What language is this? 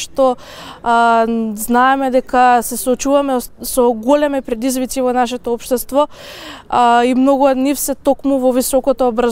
Macedonian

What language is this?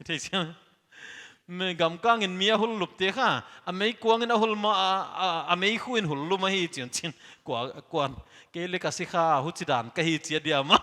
Paite Chin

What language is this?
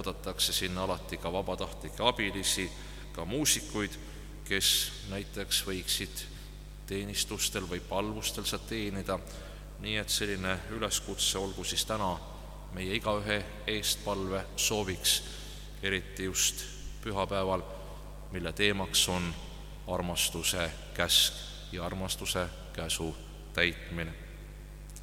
Estonian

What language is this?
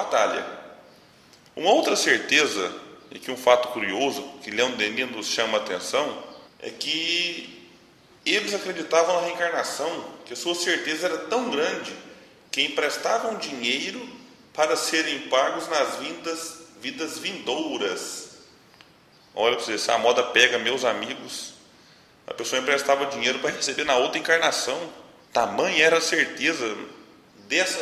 Portuguese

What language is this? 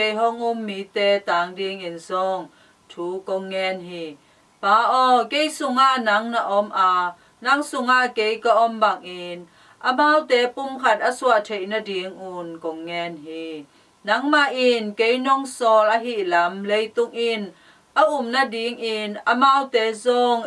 Tedim Chin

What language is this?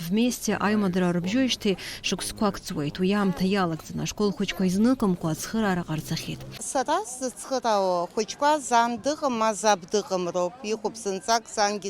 Abkhazian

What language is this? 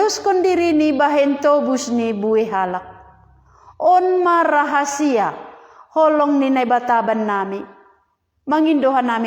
Batak Simalungun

